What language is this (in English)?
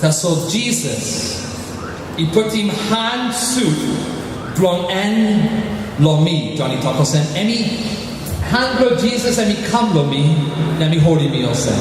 Tok Pisin